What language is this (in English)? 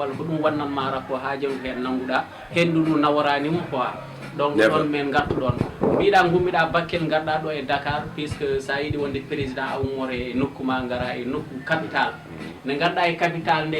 Fula